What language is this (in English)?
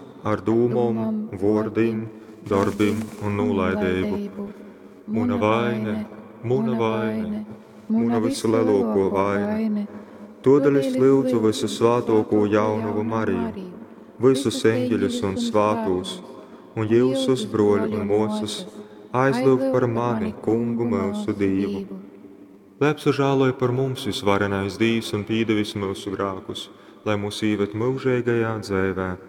Latgalian